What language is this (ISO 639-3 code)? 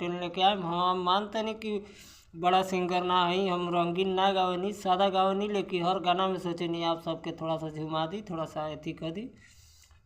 bho